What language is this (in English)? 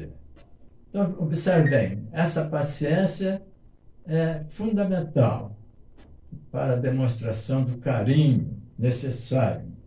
Portuguese